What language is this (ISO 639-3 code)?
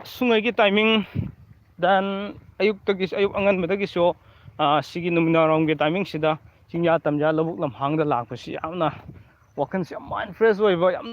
mni